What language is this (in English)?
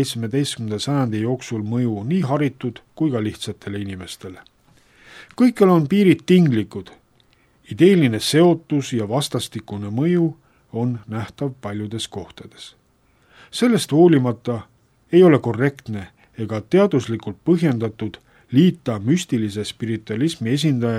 Estonian